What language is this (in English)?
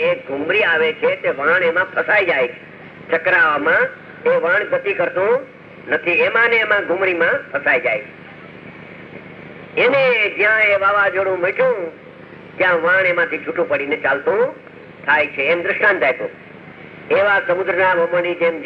Gujarati